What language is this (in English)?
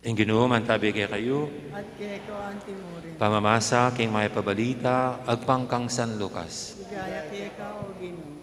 Pampanga